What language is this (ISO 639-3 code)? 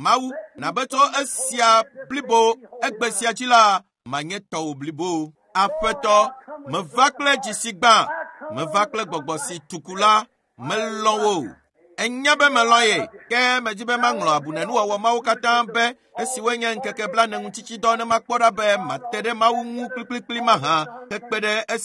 ewe